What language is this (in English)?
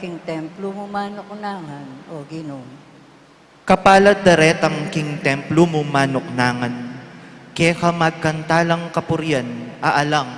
Pampanga